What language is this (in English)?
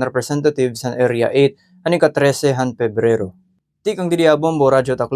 Waray